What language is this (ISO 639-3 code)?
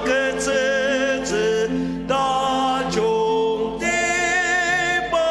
njo